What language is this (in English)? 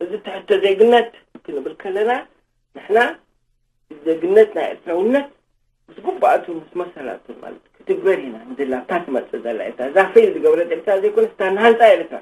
Tigrinya